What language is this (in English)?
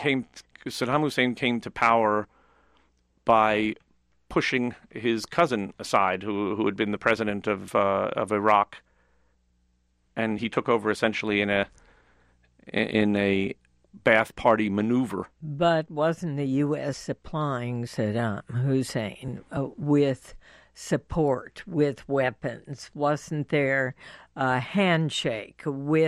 English